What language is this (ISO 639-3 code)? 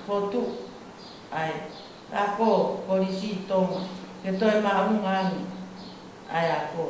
ton